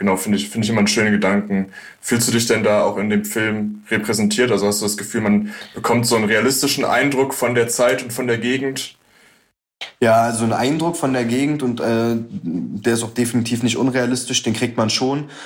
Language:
German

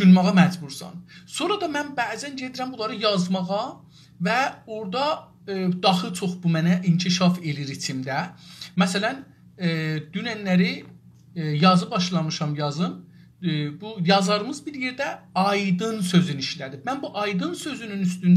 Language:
South Azerbaijani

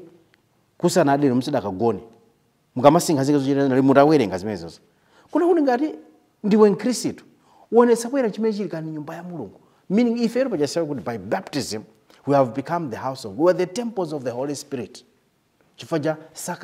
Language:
Nyanja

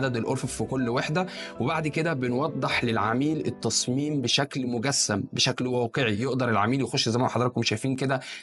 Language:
Egyptian Arabic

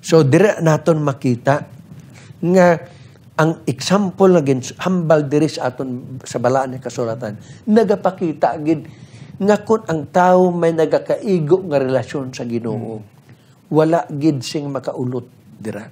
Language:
Hiligaynon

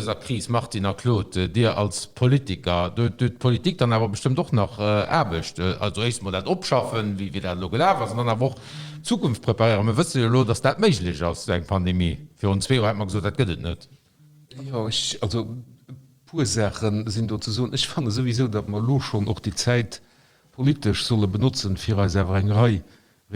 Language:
Luxembourgish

